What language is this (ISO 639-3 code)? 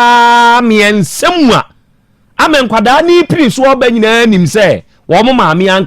aka